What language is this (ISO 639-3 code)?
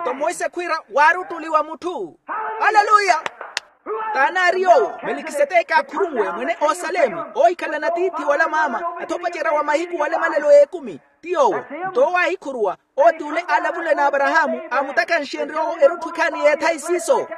vmw